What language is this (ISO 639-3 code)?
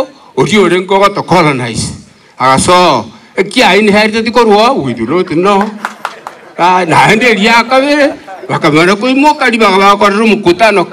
guz